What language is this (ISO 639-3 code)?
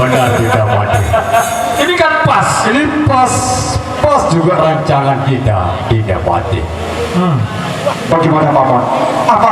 sas